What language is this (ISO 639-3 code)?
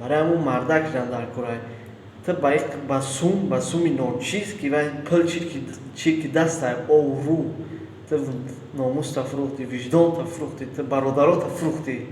tgk